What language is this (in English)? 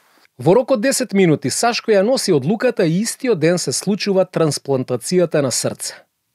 Macedonian